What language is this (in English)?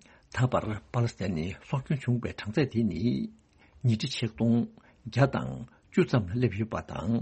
Tibetan